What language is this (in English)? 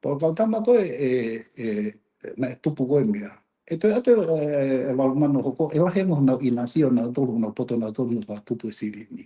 Tongan